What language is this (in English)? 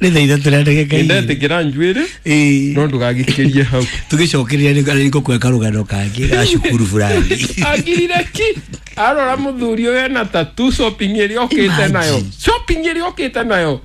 Kikuyu